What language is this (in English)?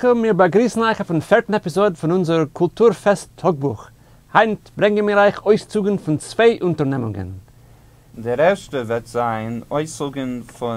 Yiddish